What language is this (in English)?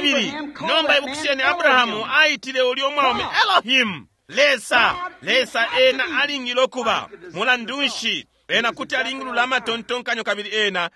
Bemba